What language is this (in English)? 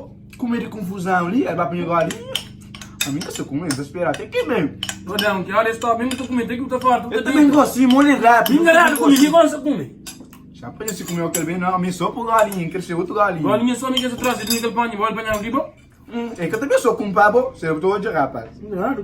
Kabuverdianu